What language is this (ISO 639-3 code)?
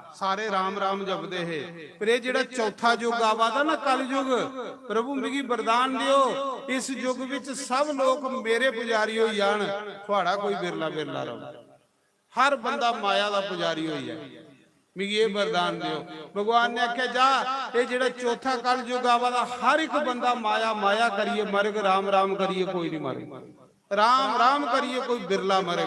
doi